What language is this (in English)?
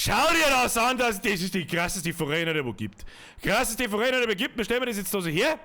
Bavarian